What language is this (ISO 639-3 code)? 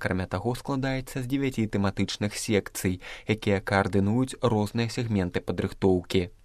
bel